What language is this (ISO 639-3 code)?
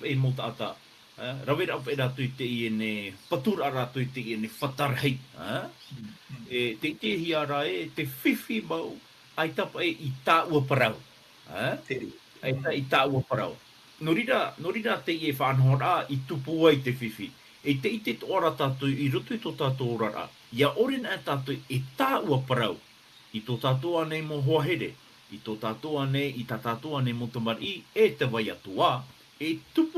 tah